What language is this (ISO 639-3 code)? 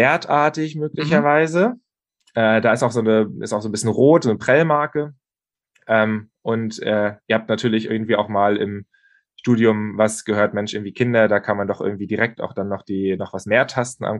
deu